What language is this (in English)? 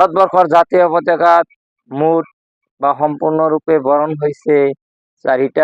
Assamese